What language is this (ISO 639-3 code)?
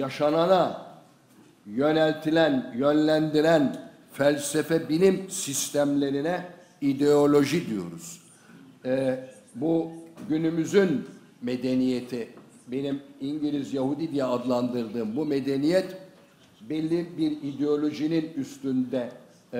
tur